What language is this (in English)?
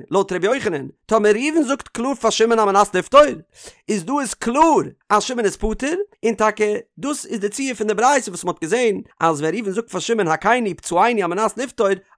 Yiddish